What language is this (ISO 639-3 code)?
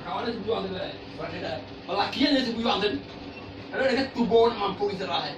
min